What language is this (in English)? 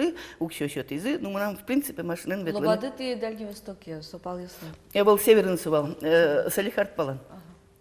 Udmurt